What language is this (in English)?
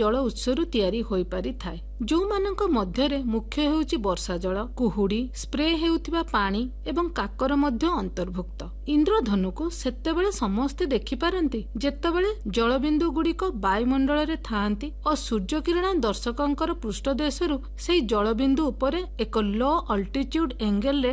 Odia